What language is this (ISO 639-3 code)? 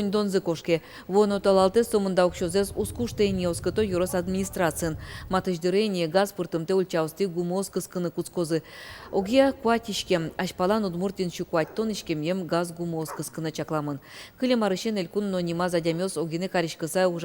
udm